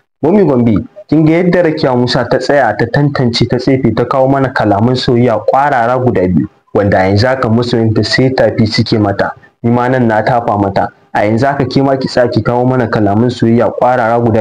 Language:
Hausa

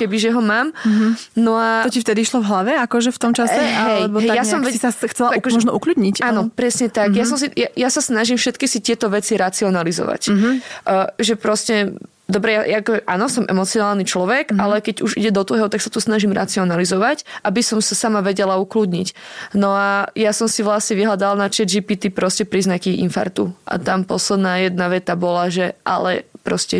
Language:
Slovak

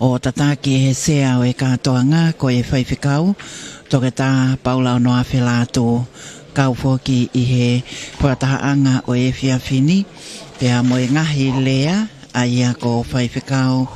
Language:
Tongan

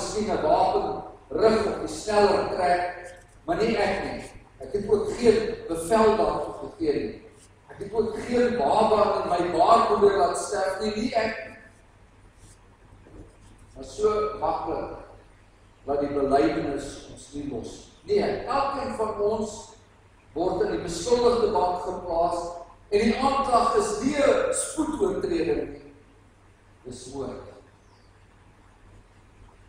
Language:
Afrikaans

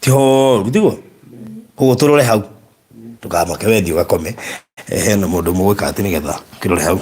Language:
Kikuyu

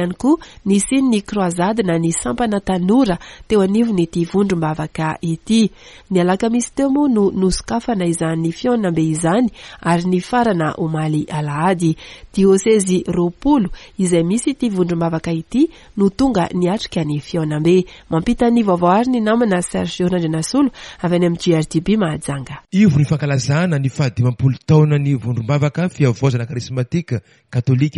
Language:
Malagasy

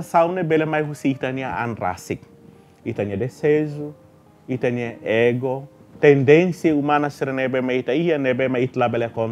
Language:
Tetum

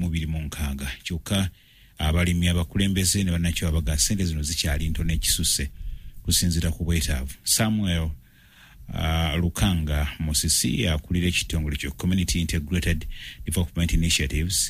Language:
Ganda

